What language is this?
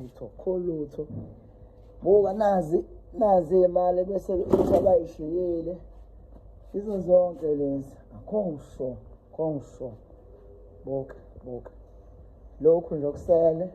Zulu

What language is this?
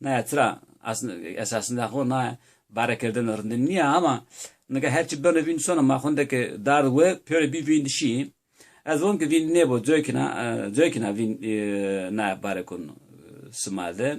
Zaza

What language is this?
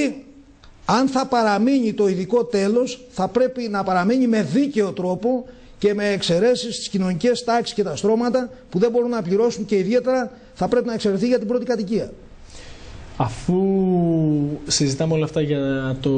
Greek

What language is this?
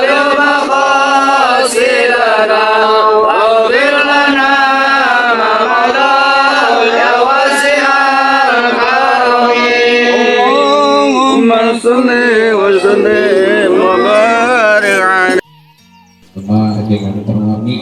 Sundanese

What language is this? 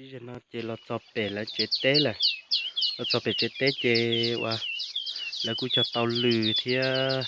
Hmong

